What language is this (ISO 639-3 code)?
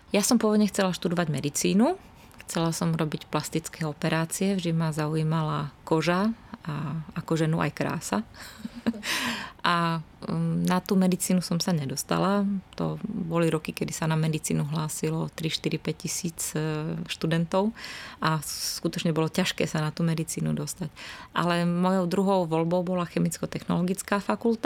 slk